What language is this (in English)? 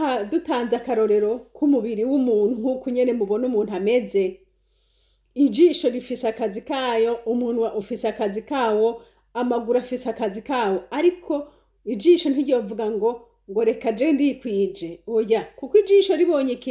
Rundi